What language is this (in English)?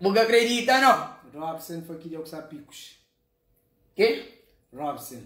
Kabuverdianu